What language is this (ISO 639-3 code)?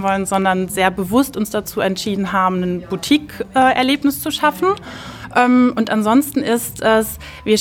deu